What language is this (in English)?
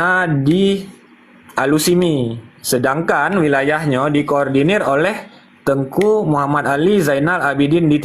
Achinese